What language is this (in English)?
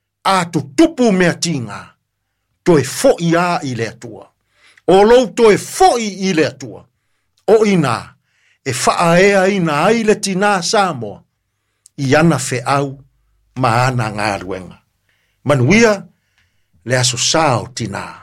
Samoan